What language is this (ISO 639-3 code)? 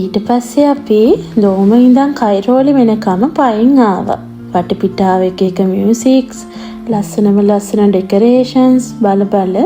sin